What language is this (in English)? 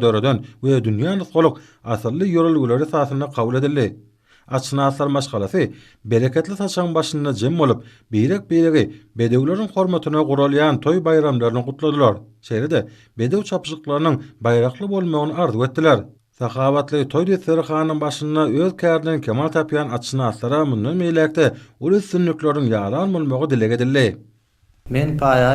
Turkmen